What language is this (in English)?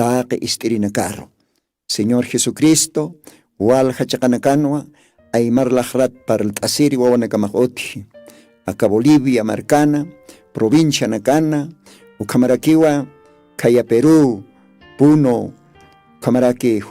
Aymara